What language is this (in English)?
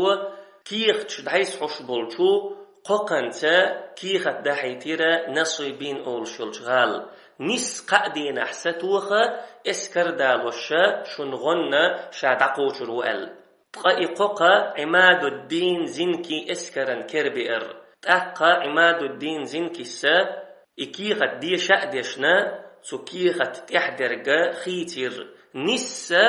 Chechen